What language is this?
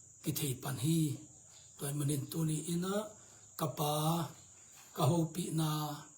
Tedim Chin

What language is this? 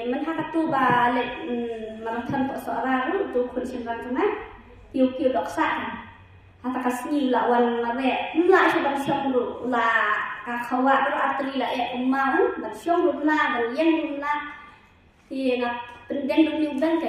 Khasi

